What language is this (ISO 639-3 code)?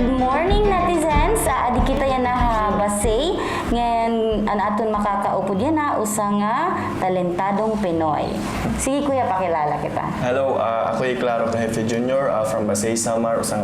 war